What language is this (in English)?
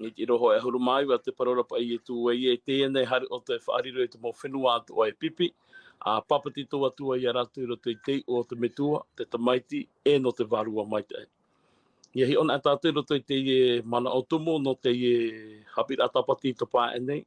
Tahitian